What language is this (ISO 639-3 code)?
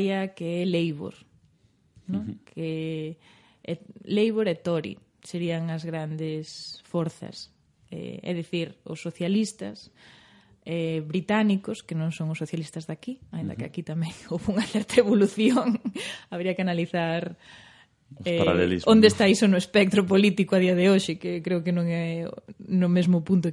glg